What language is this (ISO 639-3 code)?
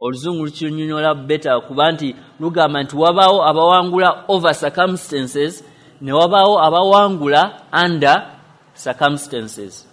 lug